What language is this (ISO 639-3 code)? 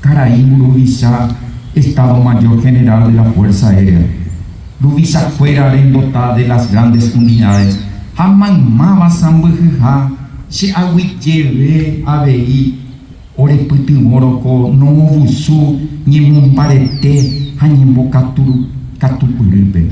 grn